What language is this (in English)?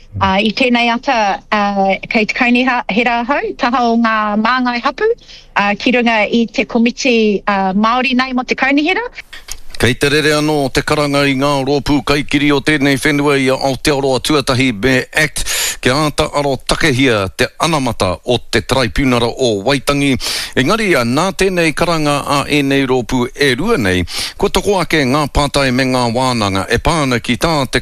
Māori